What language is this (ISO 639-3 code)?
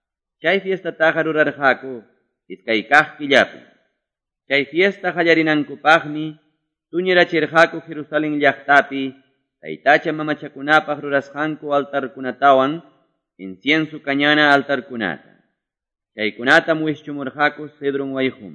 que